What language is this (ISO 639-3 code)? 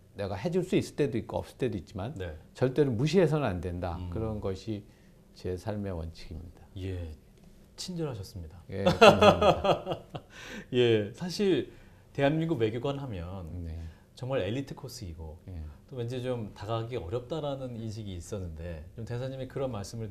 kor